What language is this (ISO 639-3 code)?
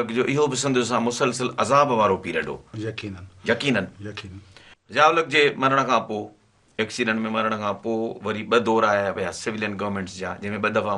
snd